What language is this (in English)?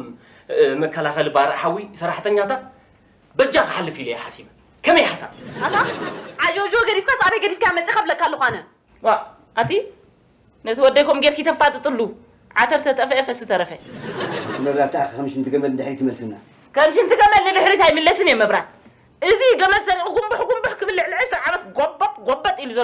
Tigrinya